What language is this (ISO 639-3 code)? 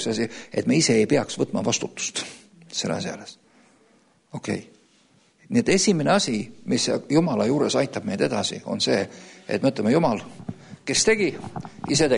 est